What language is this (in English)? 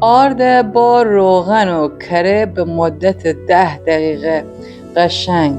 Gilaki